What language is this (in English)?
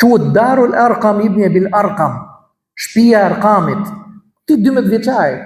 Albanian